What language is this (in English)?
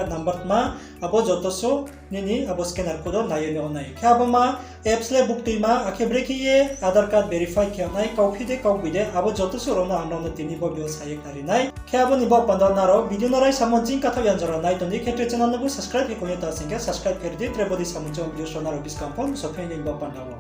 Riang (India)